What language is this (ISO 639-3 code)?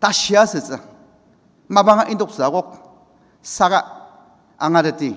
njo